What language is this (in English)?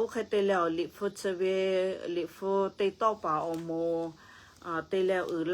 Lahu